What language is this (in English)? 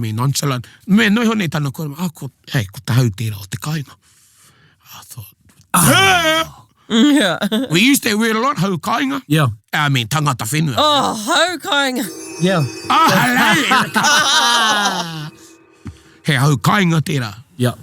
Māori